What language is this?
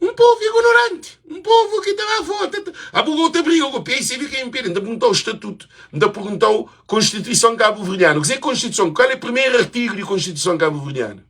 Kabuverdianu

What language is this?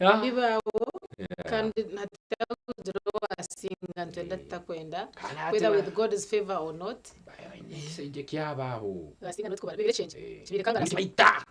Nyankole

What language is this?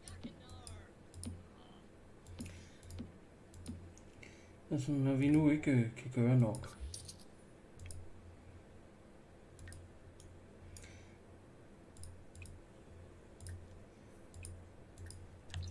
Danish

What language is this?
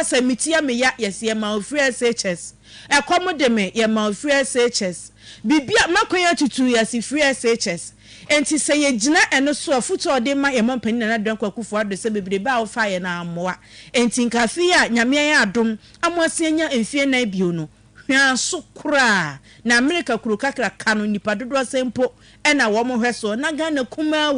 Akan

